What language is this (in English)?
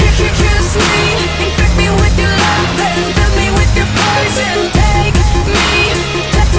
English